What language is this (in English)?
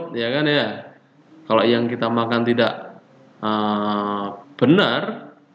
Indonesian